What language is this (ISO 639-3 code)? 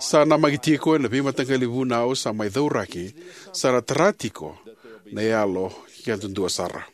fij